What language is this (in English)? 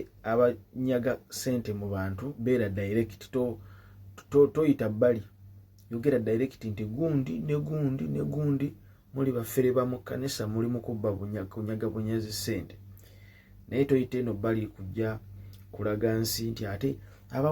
Ganda